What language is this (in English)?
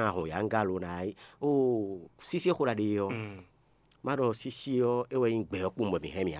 Fon